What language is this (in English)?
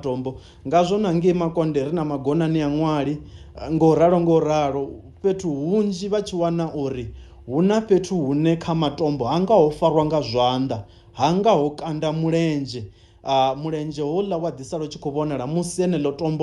Venda